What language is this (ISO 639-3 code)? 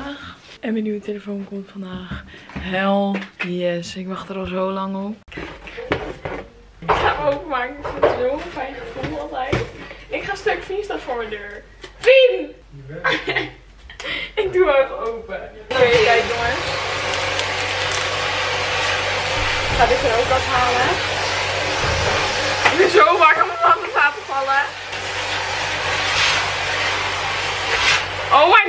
nld